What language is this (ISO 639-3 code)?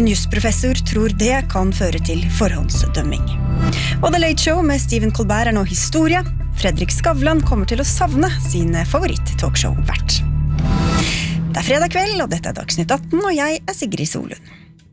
nor